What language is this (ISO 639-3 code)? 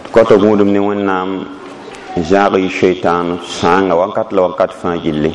mos